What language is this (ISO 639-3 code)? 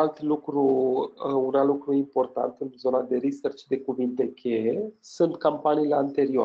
ron